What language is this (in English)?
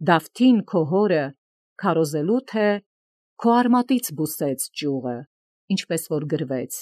Armenian